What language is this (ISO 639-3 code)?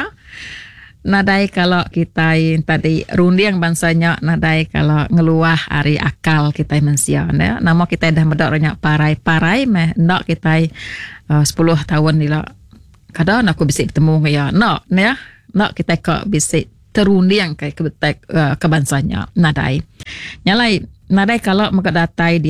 iba